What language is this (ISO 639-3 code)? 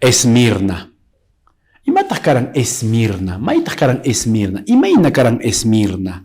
que